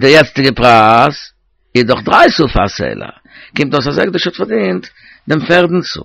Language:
Yiddish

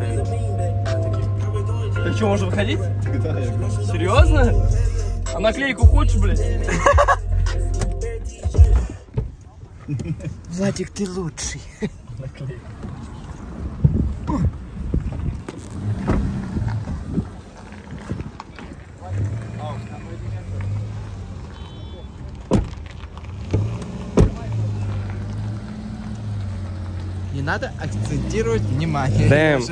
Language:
Russian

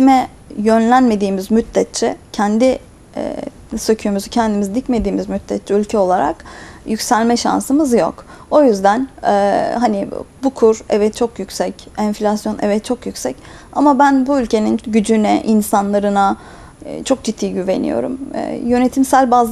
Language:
Turkish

